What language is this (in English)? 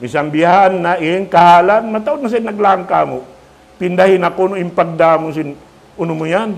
Tausug